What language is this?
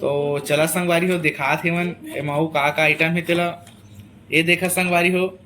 Chhattisgarhi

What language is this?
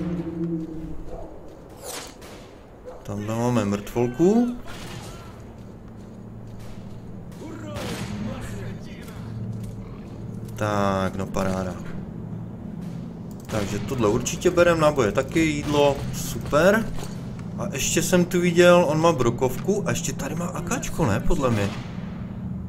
Czech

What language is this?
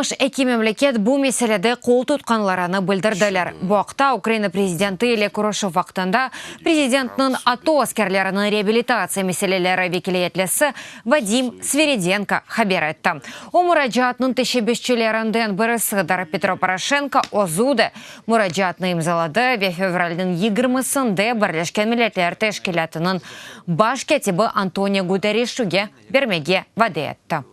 Crimean Tatar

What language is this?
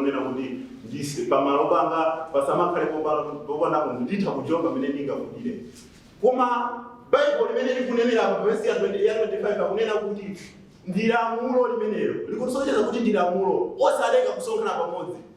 Nyanja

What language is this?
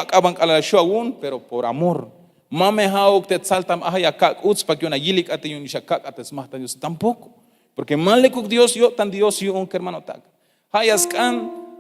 Tzeltal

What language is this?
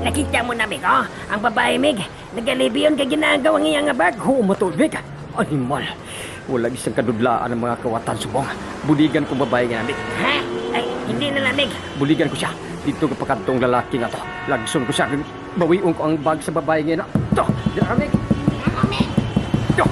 Hiligaynon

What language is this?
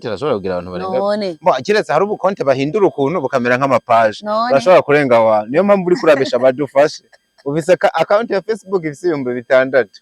Rundi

